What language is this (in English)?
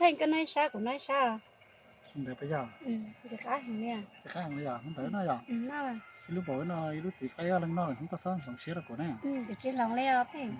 Hmong